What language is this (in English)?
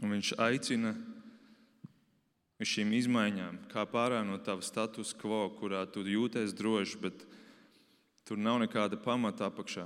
Latvian